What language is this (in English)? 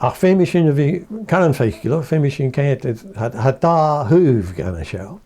Scottish Gaelic